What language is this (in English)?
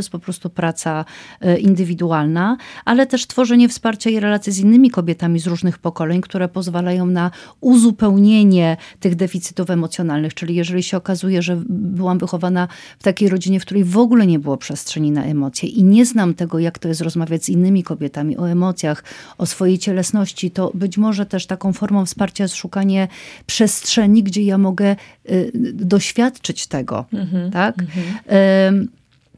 Polish